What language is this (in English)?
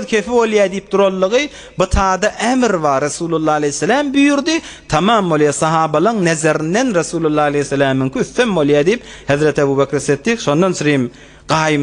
Turkmen